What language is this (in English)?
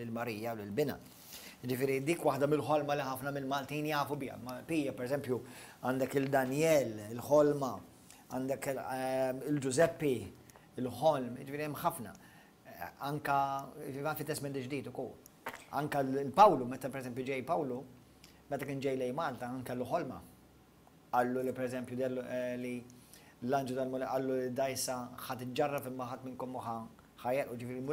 Maltese